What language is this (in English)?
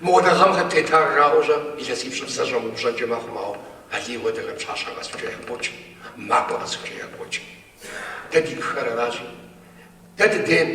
Kabardian